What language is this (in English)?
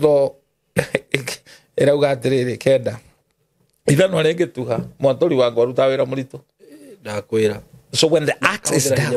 Kikuyu